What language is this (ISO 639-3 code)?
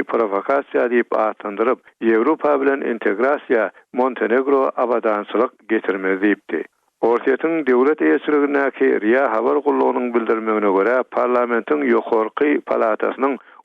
tuk